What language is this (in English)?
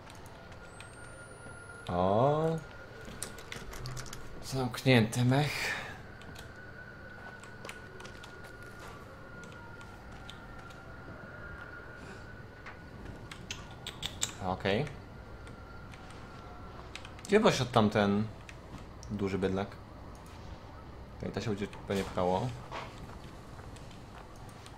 Polish